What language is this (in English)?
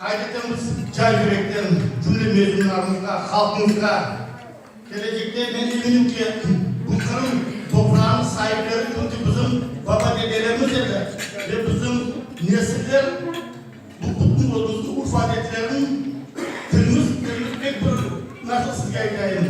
Crimean Tatar